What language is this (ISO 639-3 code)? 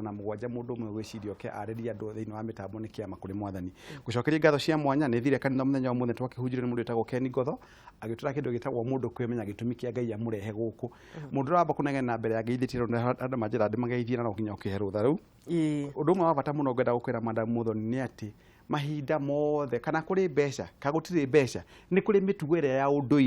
kik